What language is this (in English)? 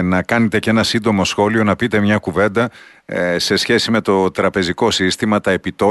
Greek